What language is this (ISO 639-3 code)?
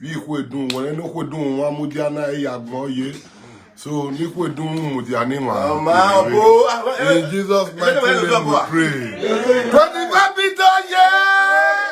pcm